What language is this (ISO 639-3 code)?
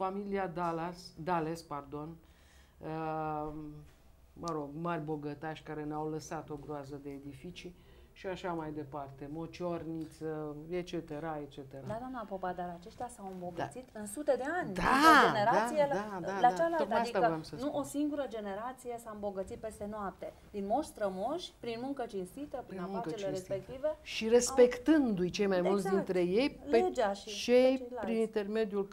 ron